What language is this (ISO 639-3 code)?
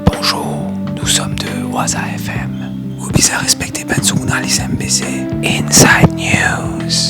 mfe